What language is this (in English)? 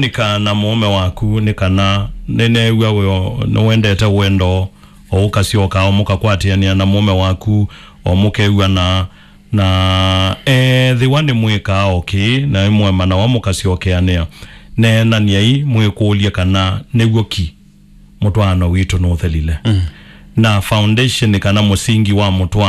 Kamba